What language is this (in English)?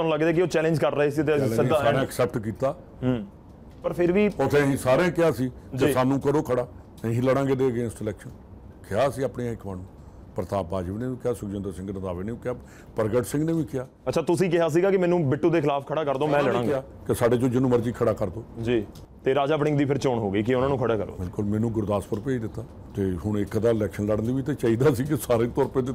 Punjabi